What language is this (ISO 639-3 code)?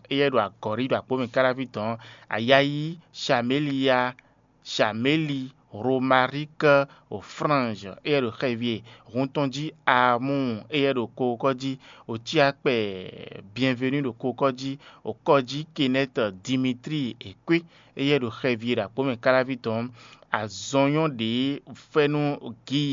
fon